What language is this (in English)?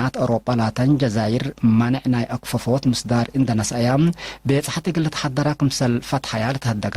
Tigre